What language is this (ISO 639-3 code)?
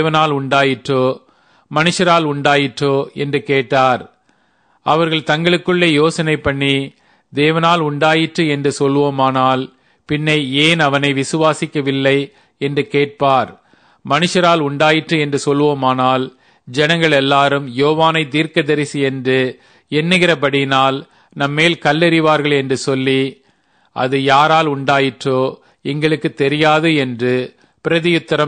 tam